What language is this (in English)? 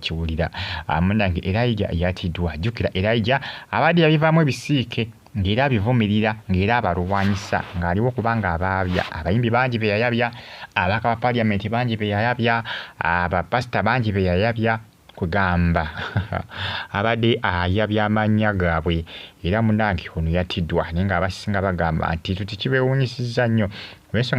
Ganda